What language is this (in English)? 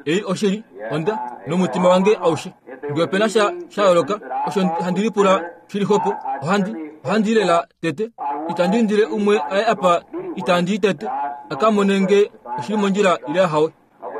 Kuanyama